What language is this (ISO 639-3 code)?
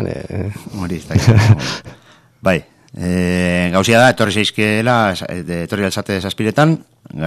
eus